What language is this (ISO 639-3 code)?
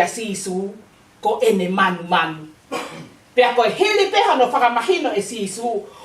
ton